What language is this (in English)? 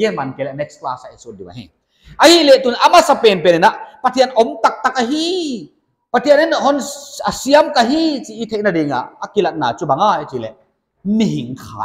Paite Chin